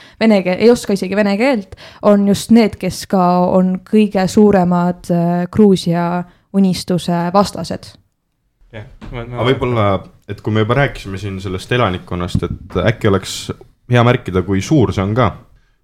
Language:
Estonian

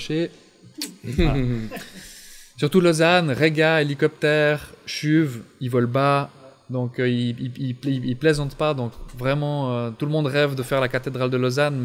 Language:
French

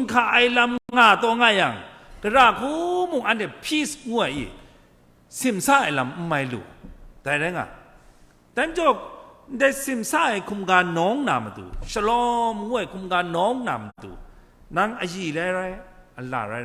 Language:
Kachin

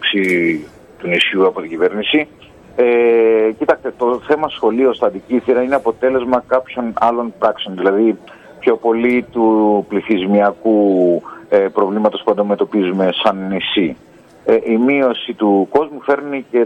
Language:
Greek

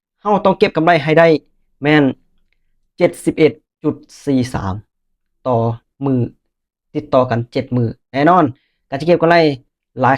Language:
Lao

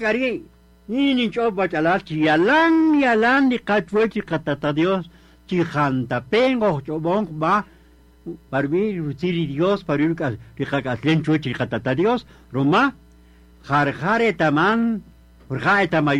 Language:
Kaqchikel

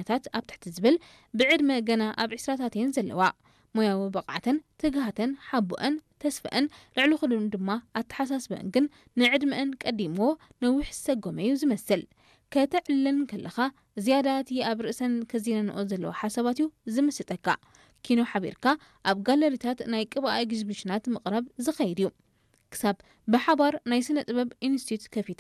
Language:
Tigrinya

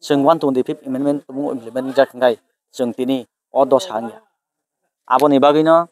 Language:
Kok Borok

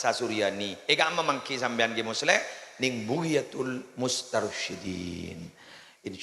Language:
Madurese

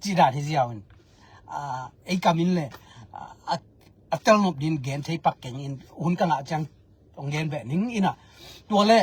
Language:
Tedim Chin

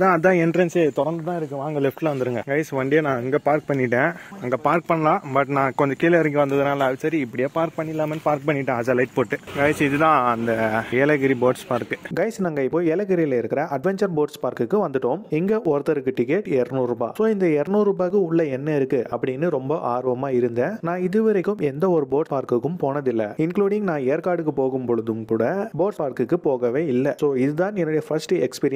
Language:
Tamil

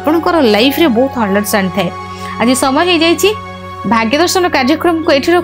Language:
Odia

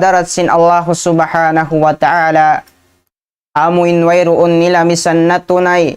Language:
Tausug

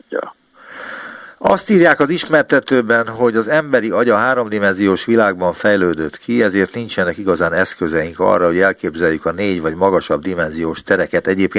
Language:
Hungarian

